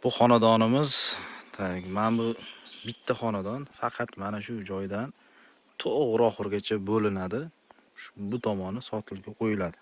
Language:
Uzbek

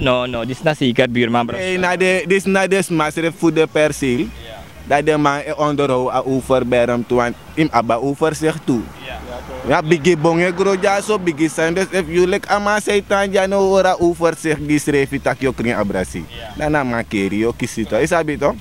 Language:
Sranan Tongo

